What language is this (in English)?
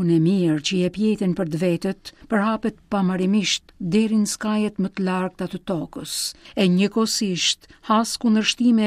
Albanian